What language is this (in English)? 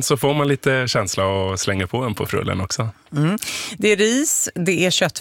Swedish